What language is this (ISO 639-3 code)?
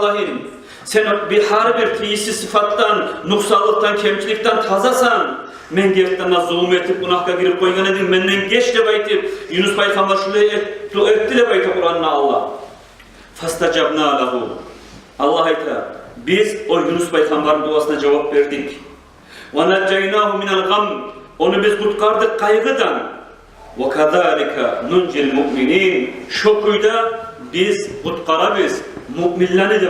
kum